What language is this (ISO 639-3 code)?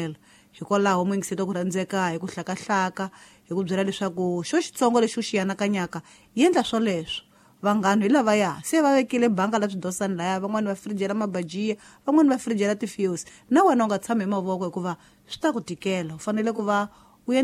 tso